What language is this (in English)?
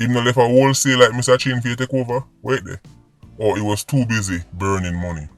Jamaican Creole English